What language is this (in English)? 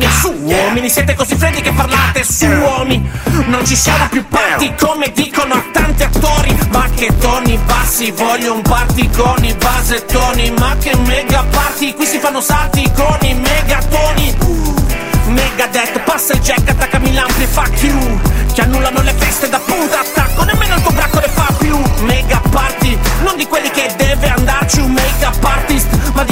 Italian